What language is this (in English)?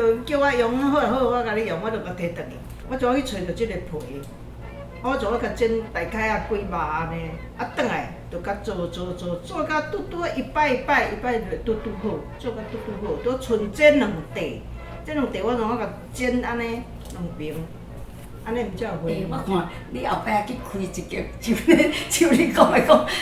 Min Nan Chinese